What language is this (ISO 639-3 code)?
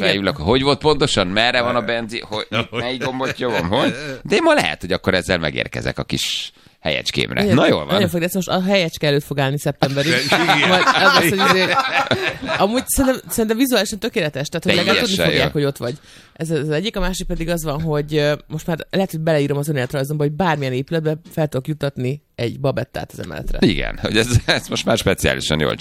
hun